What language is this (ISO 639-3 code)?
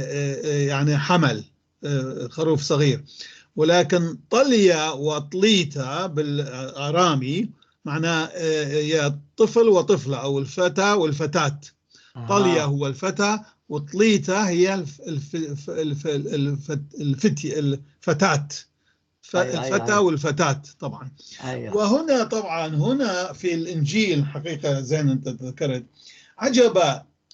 apc